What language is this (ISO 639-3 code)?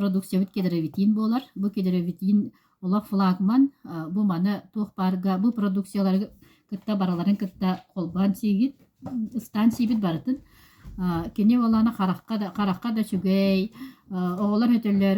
sah